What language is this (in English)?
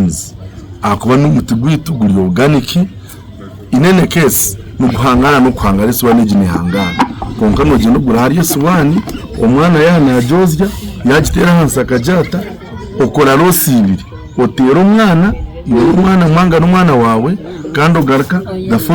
Nyankole